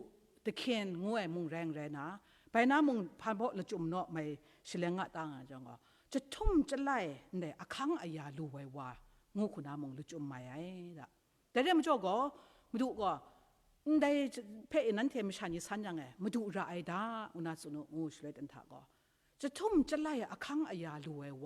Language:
Kachin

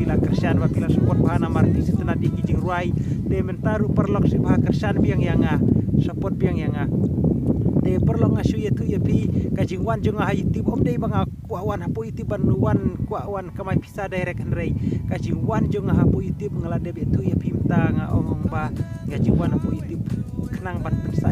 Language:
Khasi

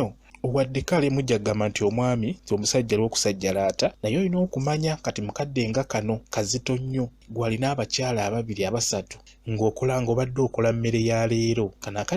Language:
Ganda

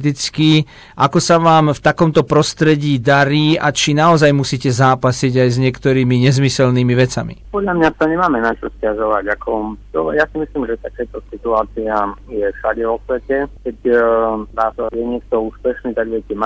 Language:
Slovak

